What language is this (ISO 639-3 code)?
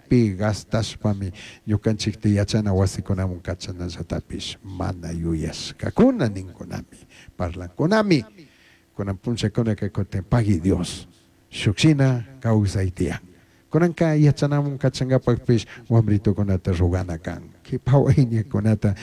qug